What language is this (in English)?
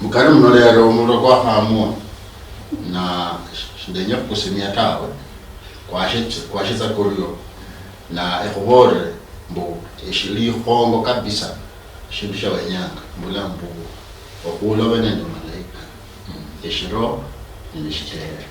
Luyia